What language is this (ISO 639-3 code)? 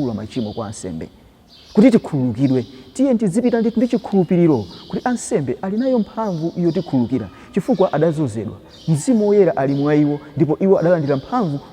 nya